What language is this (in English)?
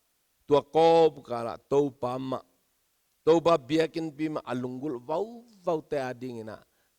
Tedim Chin